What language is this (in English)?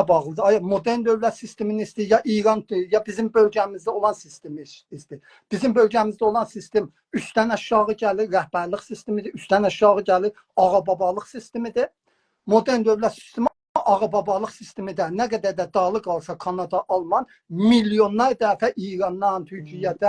South Azerbaijani